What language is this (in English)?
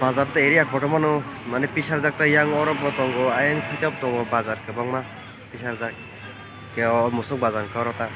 Kok Borok